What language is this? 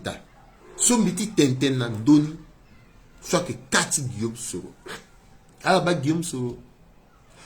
Sango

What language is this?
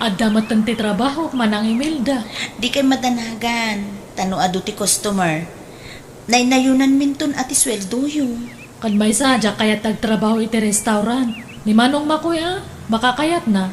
Iloko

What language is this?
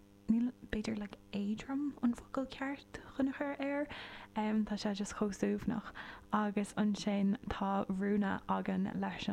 Irish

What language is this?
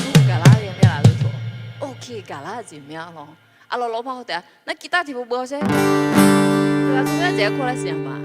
Akha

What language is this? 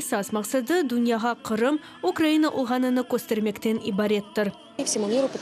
Crimean Tatar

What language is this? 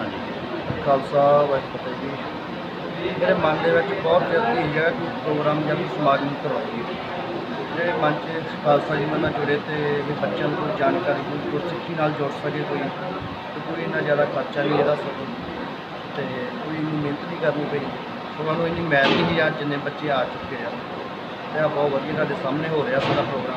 Punjabi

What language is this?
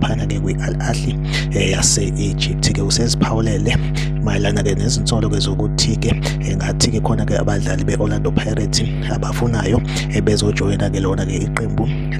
Zulu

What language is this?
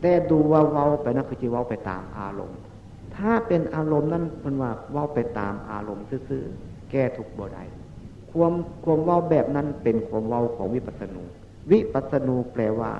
Northeastern Thai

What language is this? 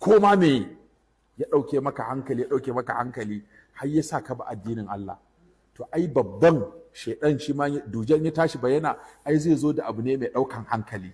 Hausa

